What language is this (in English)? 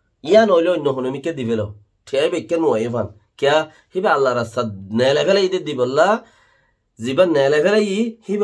Rohingya